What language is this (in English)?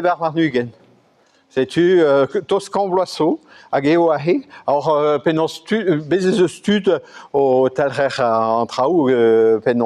Breton